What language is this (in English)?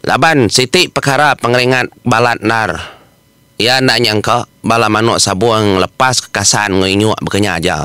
Iban